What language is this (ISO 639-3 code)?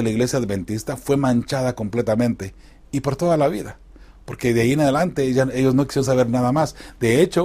spa